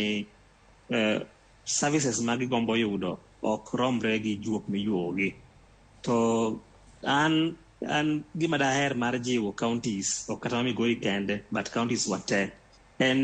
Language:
Luo (Kenya and Tanzania)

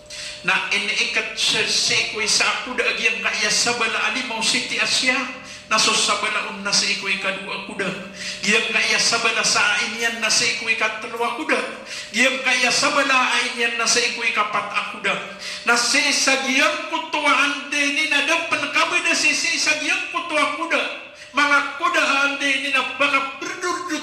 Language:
Maranao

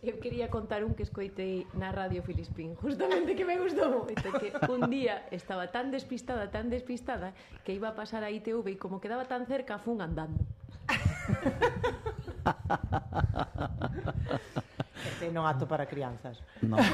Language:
Galician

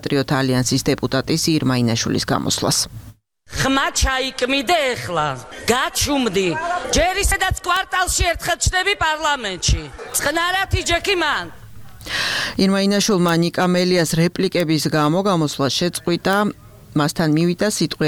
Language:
Georgian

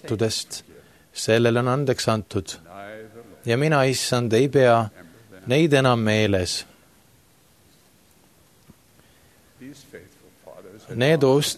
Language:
Estonian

